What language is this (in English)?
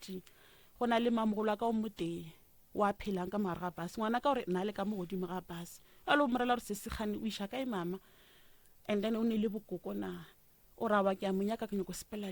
Northern Sotho